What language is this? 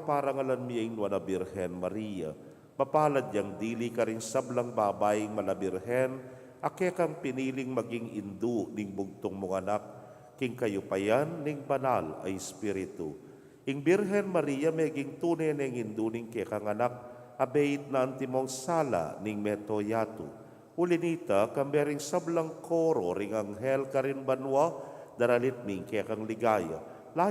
Pampanga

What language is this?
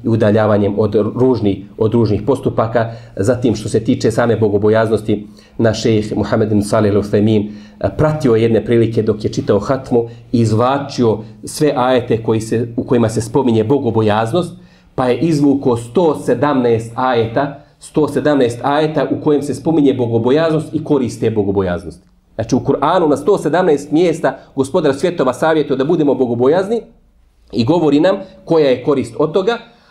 Bosnian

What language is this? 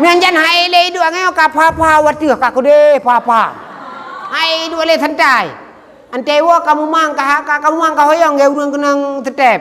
Achinese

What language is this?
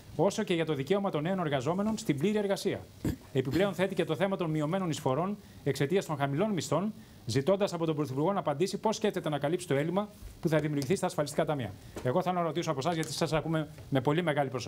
Greek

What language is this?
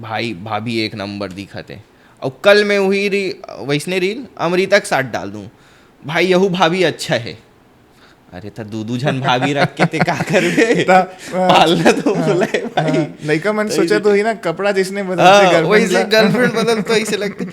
Chhattisgarhi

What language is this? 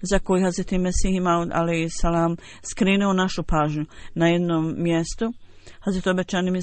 Bosnian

